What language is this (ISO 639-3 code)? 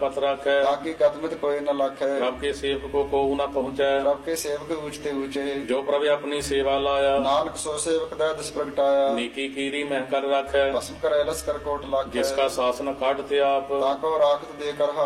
pan